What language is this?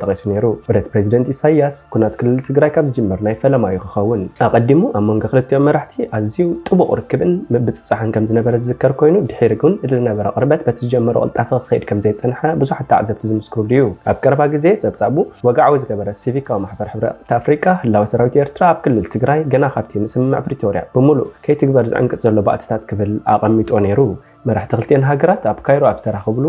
Tigrinya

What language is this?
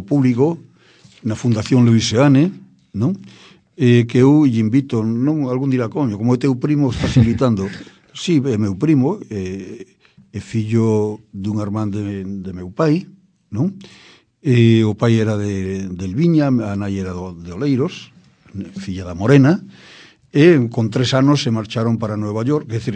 Galician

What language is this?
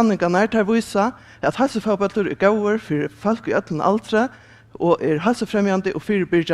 Faroese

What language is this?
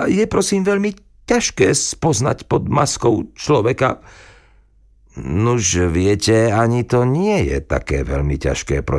Slovak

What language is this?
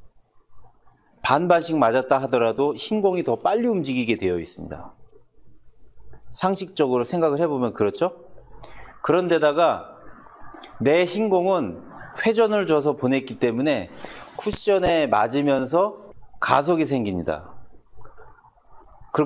Korean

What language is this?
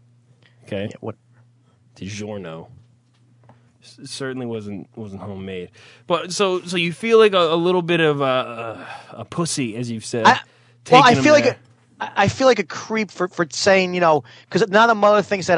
English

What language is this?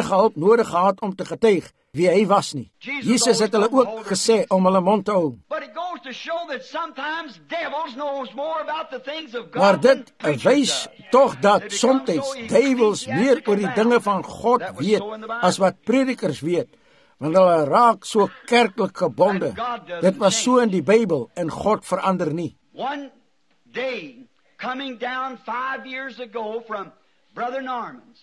Afrikaans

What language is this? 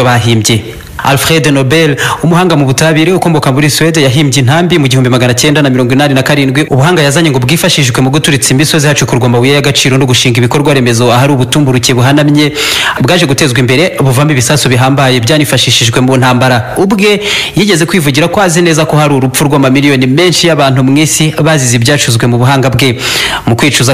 Kinyarwanda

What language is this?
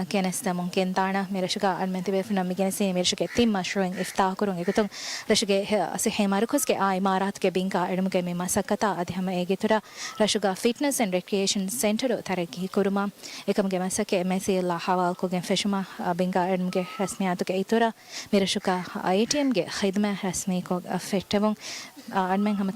Divehi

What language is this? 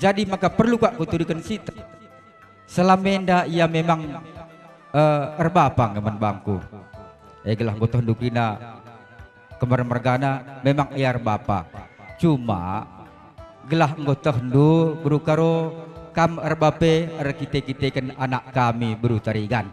Batak Karo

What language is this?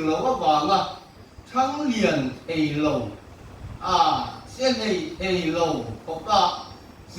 Mizo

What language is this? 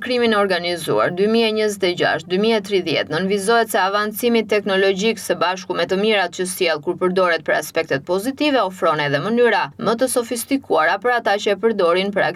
Albanian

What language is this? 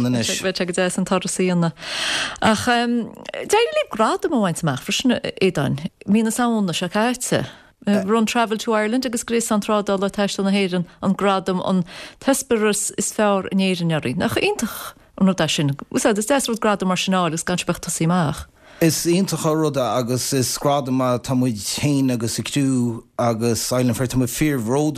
Irish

